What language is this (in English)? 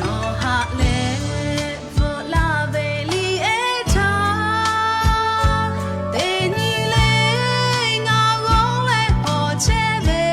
Lahu